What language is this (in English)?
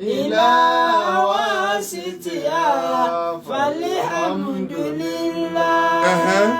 Yoruba